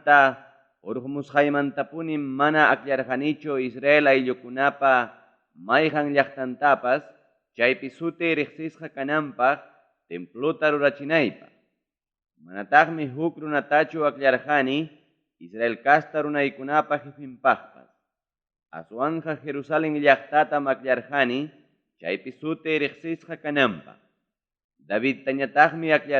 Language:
Ayacucho Quechua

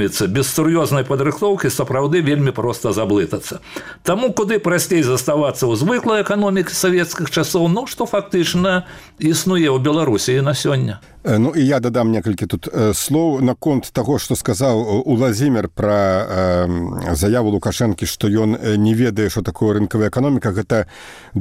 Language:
Belarusian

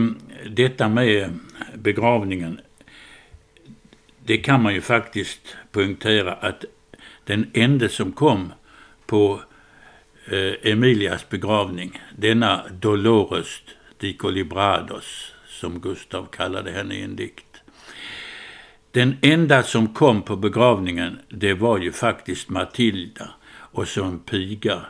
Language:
Swedish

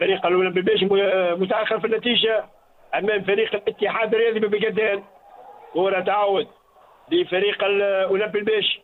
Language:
Tunisian Arabic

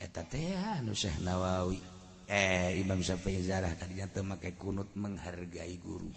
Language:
Sundanese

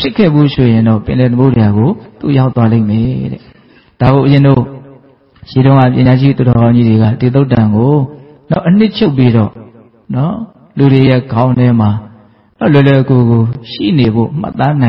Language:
Burmese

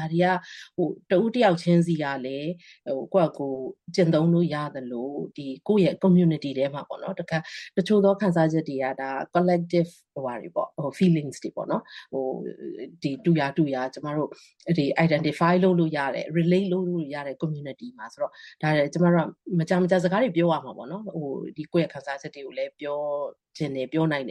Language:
Burmese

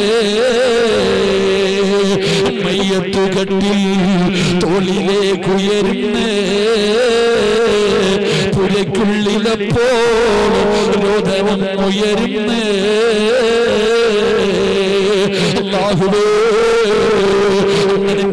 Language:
Malayalam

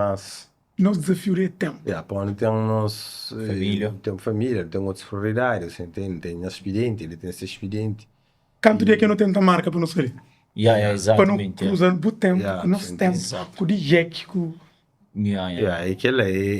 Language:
Kabuverdianu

